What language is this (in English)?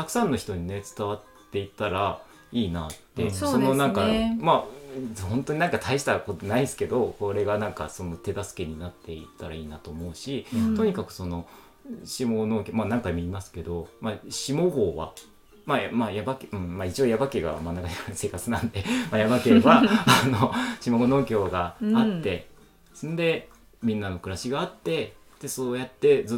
Japanese